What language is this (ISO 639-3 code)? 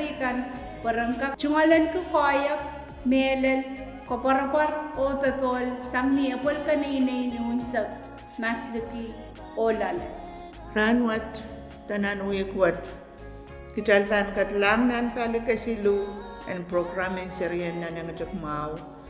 pon